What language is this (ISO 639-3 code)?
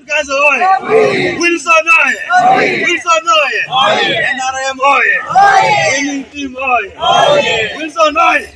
ach